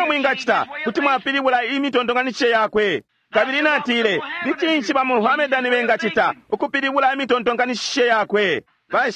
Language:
Bemba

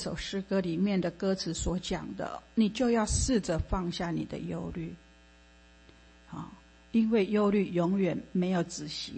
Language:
Chinese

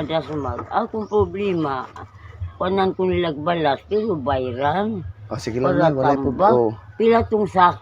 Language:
Cebuano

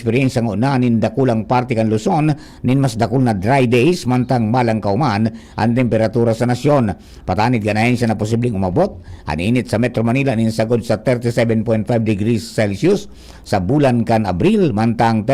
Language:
Bikol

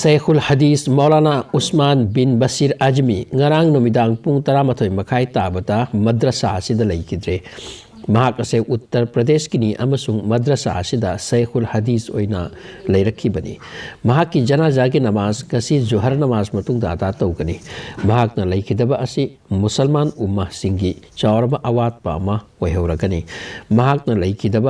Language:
Manipuri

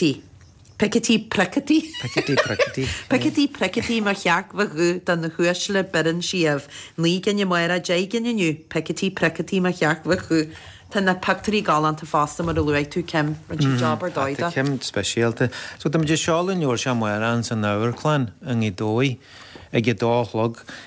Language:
Irish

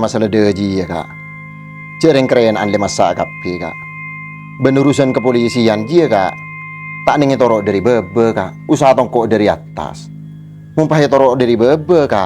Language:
Madurese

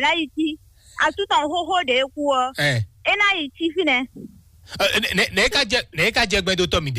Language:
Fon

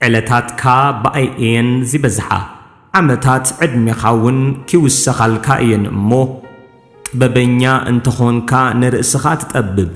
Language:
Tigrinya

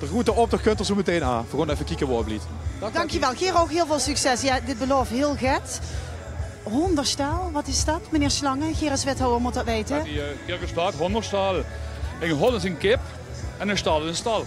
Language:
Limburgish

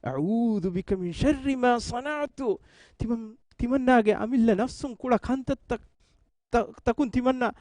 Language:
Divehi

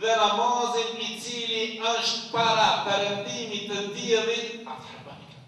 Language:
Albanian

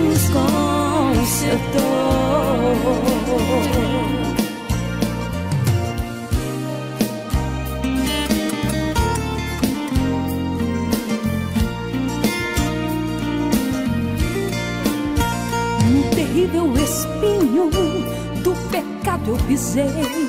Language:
Portuguese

